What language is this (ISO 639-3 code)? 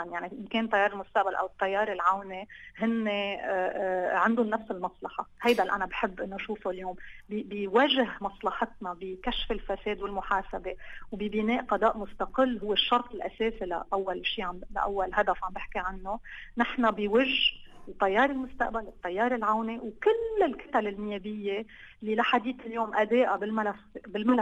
apc